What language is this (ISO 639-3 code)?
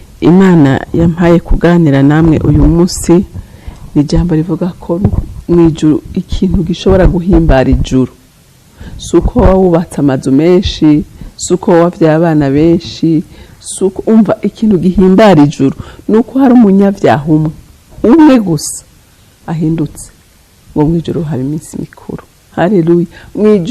run